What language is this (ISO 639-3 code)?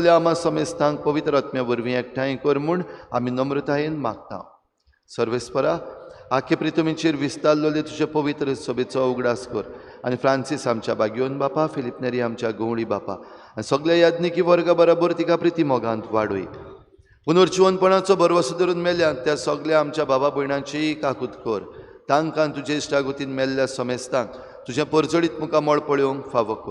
kok